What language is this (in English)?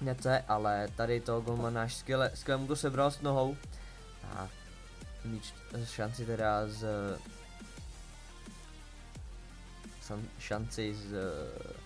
Czech